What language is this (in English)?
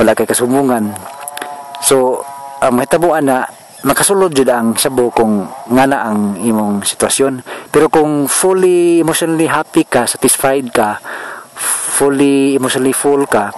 Cebuano